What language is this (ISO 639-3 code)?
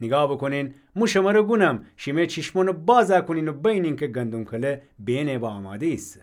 glk